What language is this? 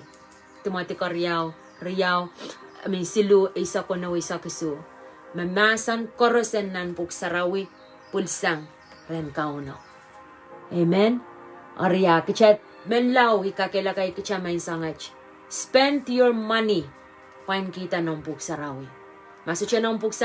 Pohnpeian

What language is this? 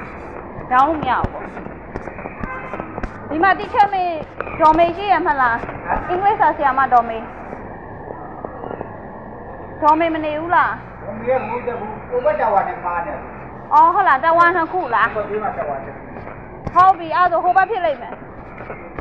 Burmese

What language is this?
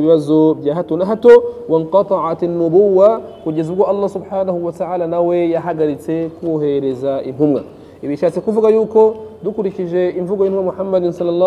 Kinyarwanda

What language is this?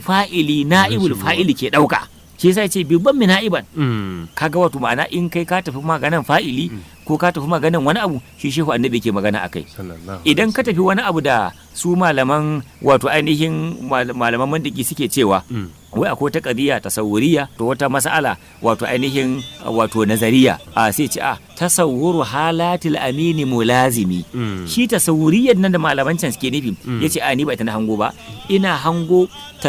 Hausa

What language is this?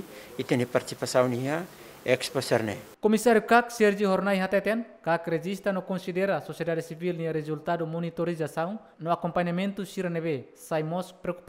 Tetum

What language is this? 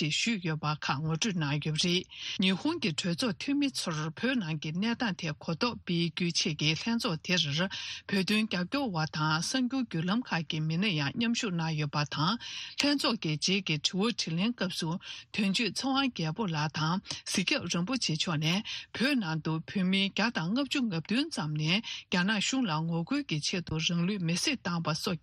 Tibetan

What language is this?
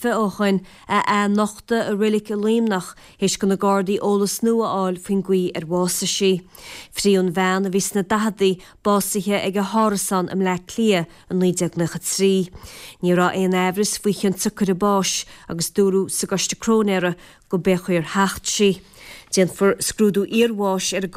Irish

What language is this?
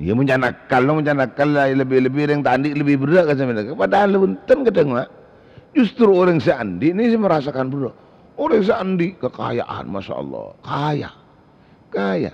Madurese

